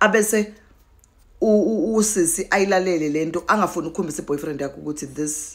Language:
Zulu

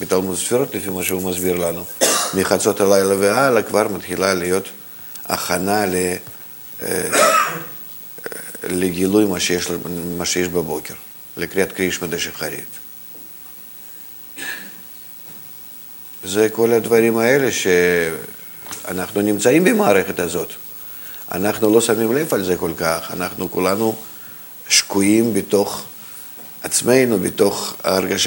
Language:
Hebrew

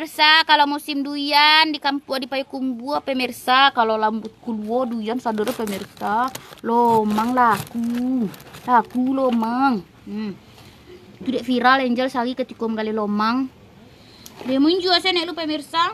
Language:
Minangkabau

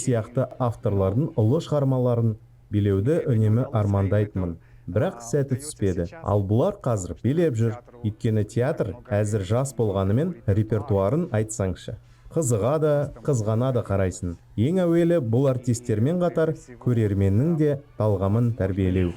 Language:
Kazakh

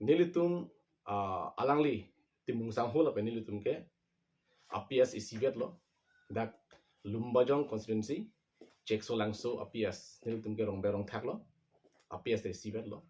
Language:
Karbi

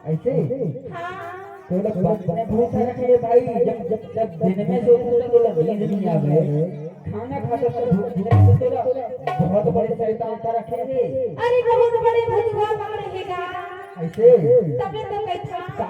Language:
Chhattisgarhi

